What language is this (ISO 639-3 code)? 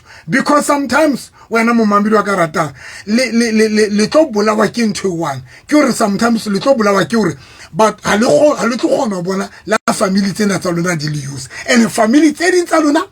sot